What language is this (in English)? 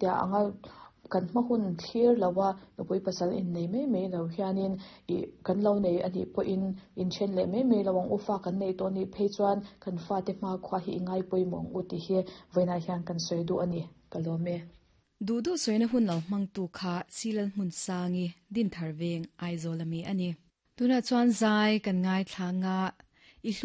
Mizo